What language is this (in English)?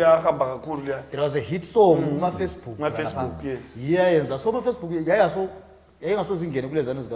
Zulu